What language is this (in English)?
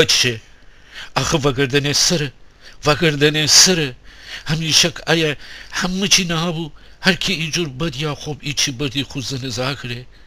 Gilaki